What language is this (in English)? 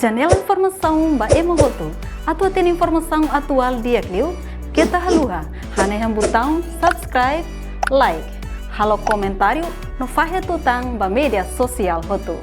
Tetum